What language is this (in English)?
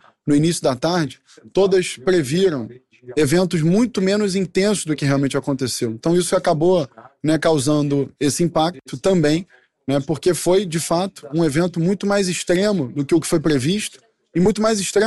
Portuguese